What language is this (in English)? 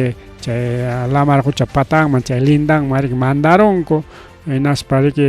Ayacucho Quechua